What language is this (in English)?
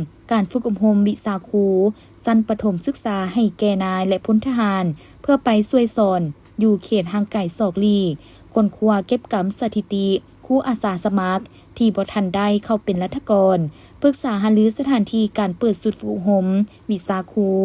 Lao